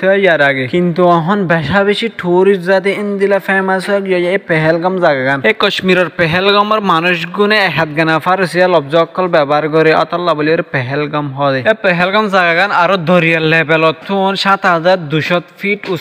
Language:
Rohingya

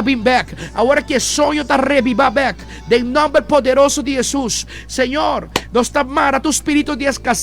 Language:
Papiamento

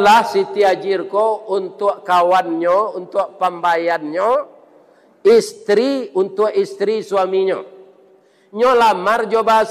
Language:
Minangkabau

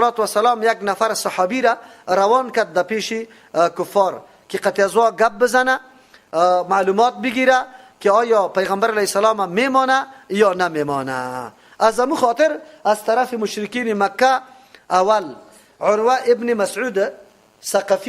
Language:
Persian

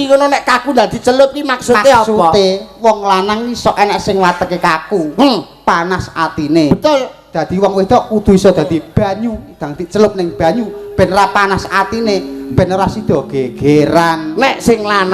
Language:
Javanese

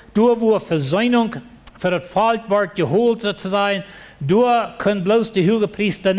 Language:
Plautdietsch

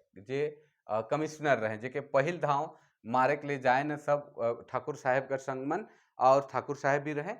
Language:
Sadri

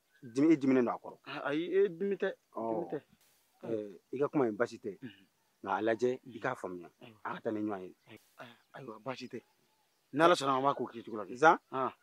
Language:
Bambara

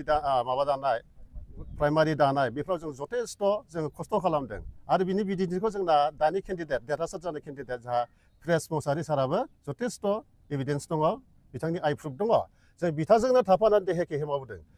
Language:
Bodo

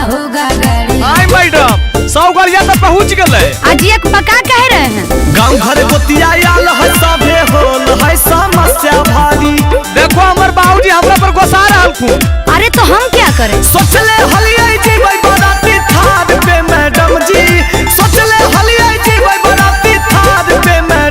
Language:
Magahi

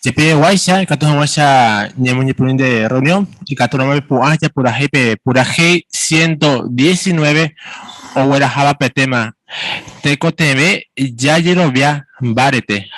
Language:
Guarani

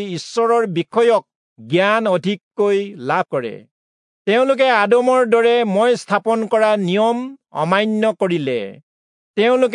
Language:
Assamese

